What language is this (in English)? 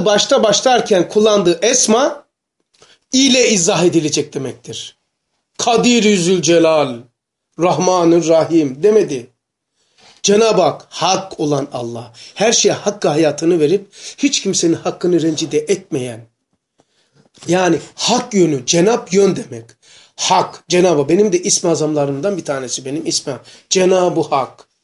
Turkish